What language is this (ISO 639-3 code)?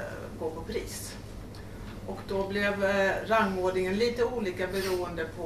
swe